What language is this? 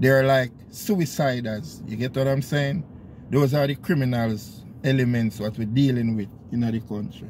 Jamaican Creole English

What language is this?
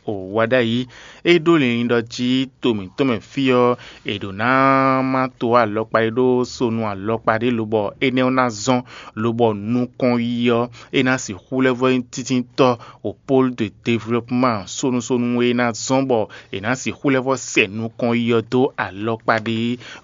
Fon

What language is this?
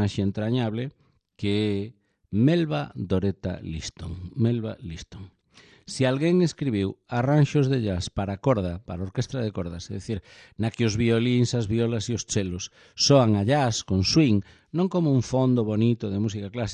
Galician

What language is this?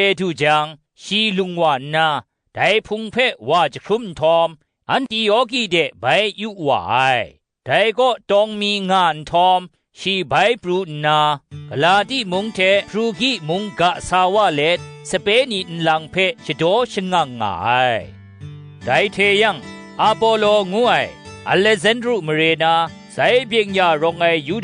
Kachin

